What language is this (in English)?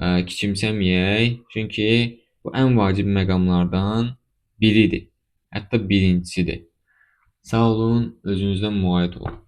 Azerbaijani